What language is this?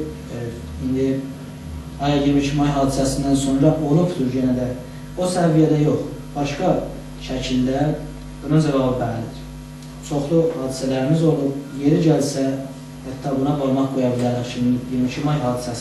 South Azerbaijani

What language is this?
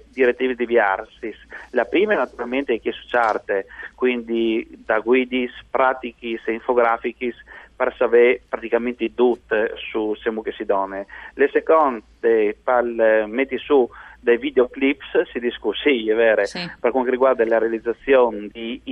Friulian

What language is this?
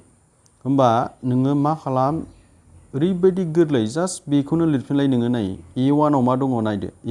Bodo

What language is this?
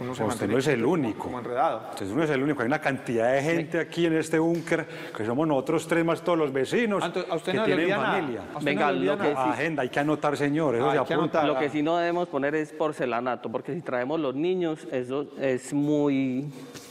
Spanish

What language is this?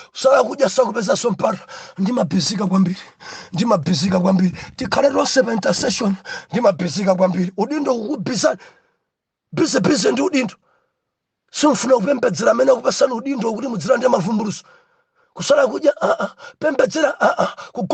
Nyanja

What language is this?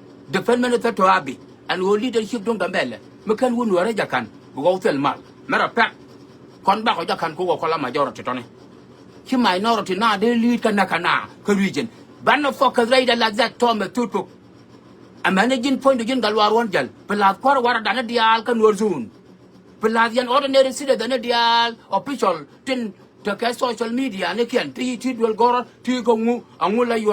Nuer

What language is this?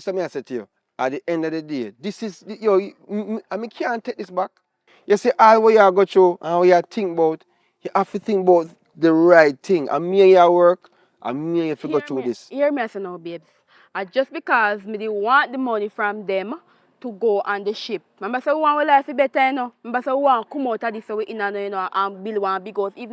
Jamaican Creole English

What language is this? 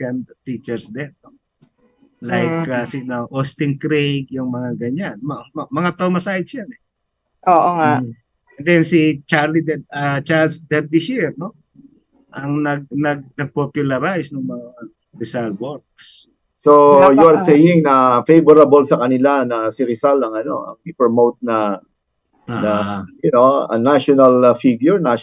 Filipino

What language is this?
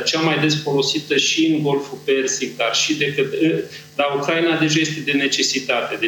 Romanian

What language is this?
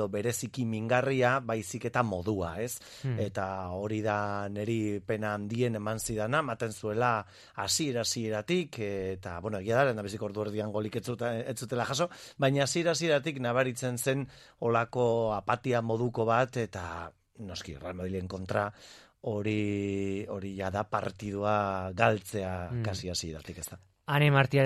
Basque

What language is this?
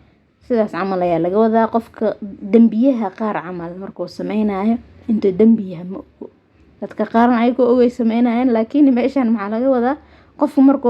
Somali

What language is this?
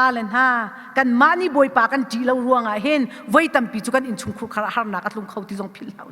Hakha Chin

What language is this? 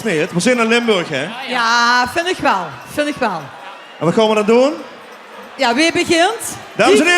Limburgish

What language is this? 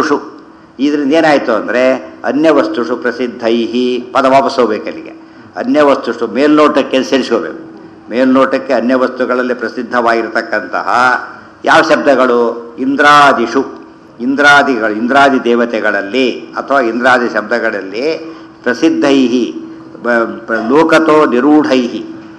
Kannada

